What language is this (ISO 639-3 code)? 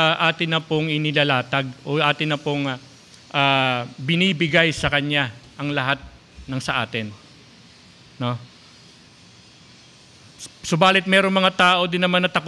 fil